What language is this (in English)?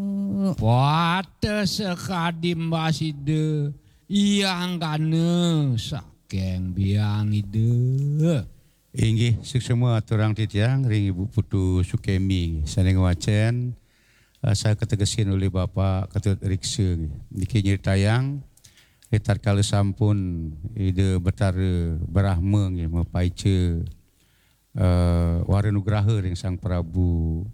Balinese